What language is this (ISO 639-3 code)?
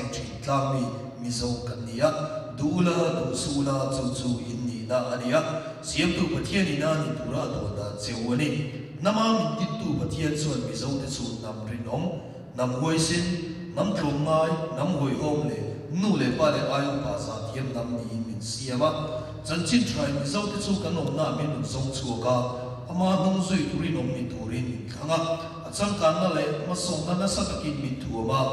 lus